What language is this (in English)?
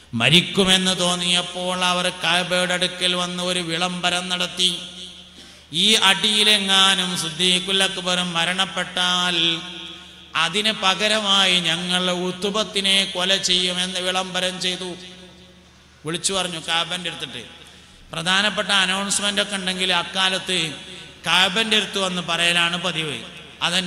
Malayalam